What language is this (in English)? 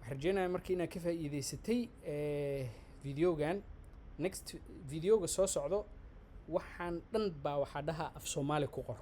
Somali